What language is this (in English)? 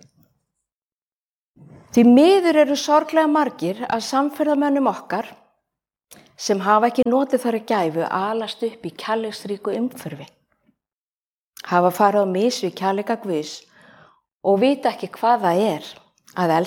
Icelandic